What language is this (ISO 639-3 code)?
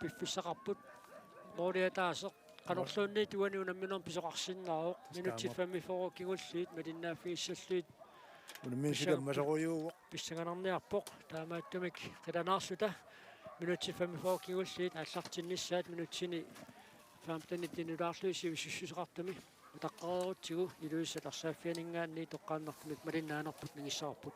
kal